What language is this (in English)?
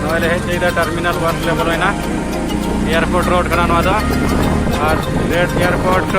Santali